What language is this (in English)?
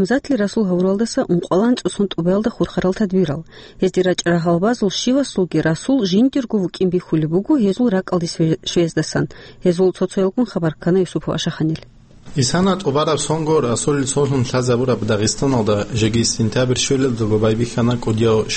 Avaric